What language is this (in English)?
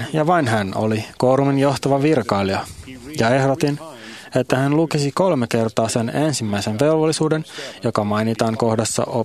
Finnish